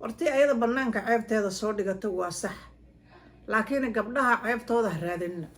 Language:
Somali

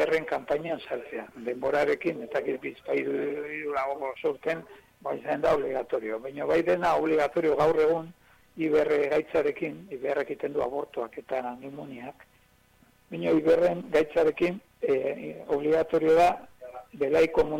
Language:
Basque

